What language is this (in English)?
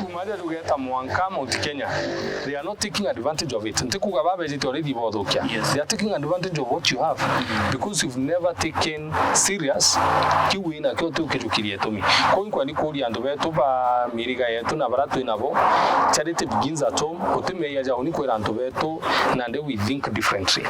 Meru